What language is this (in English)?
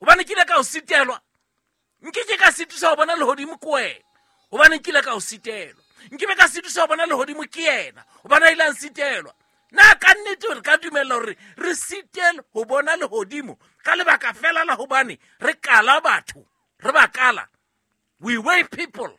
Southern Sotho